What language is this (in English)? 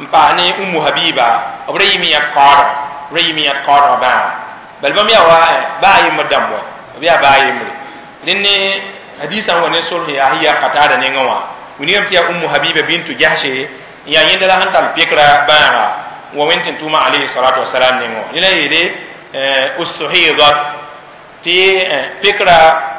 Mossi